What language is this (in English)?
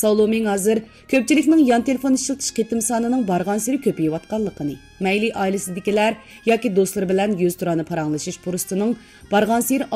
Uyghur